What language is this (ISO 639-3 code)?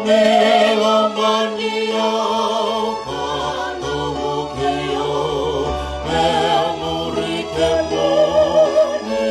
fij